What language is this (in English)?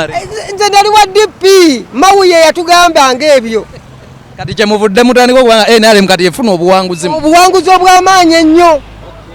Ganda